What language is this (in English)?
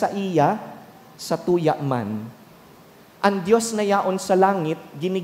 Bikol